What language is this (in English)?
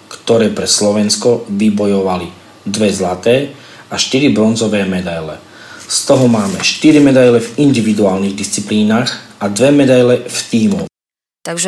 Slovak